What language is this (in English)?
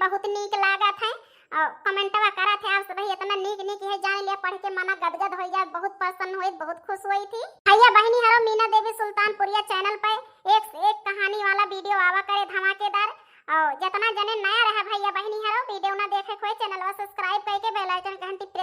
Awadhi